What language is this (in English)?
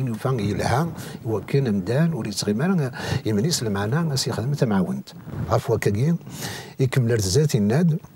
Kabyle